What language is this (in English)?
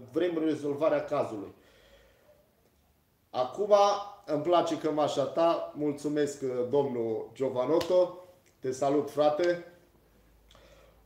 Romanian